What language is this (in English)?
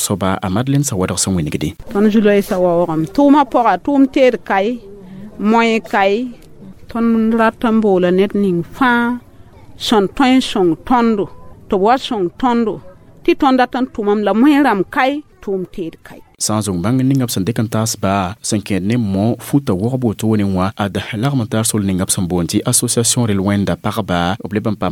Mossi